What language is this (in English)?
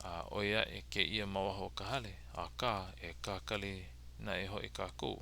Hawaiian